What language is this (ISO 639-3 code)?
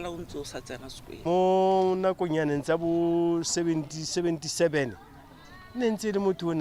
tsn